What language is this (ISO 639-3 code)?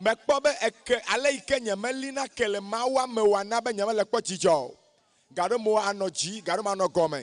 ewe